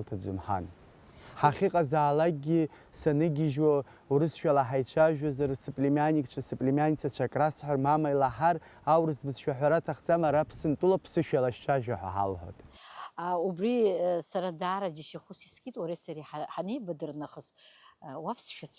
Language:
Abkhazian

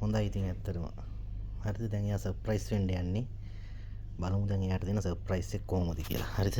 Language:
Sinhala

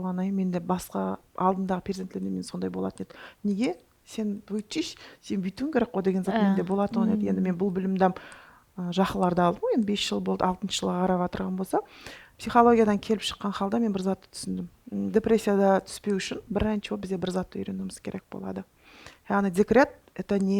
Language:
Kara-Kalpak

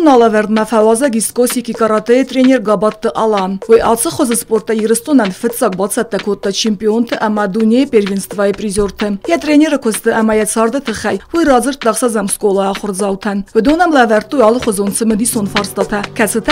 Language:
Ossetic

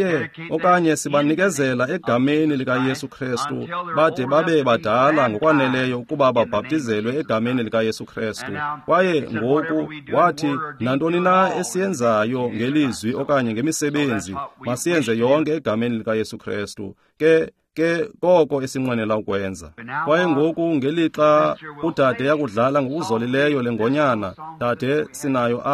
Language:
Xhosa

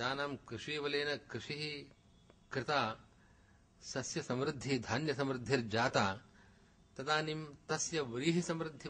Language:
Sanskrit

